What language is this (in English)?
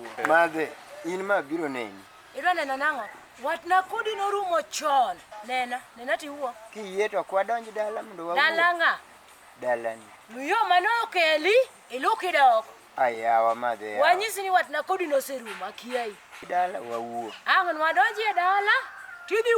Luo (Kenya and Tanzania)